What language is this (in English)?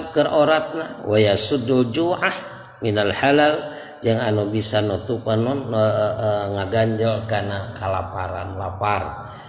Sundanese